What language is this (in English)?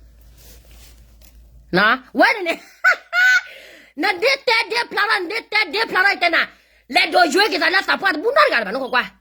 S'gaw Karen